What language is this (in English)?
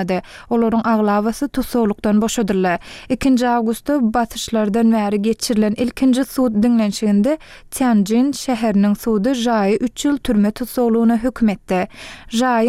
Turkmen